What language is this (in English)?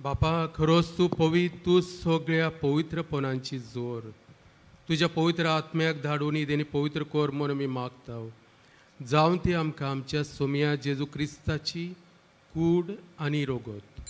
Konkani